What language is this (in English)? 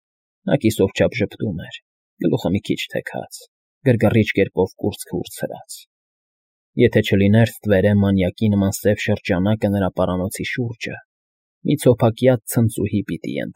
Armenian